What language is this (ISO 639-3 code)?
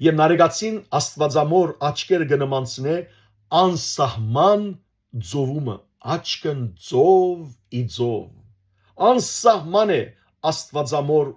hyw